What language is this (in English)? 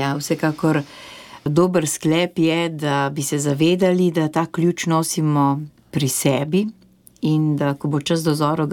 Slovenian